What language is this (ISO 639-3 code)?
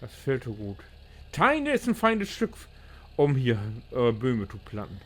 nds